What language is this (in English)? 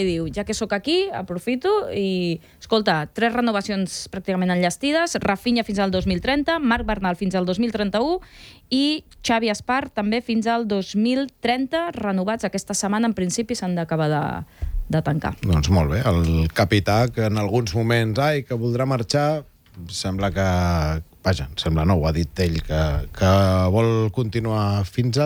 Catalan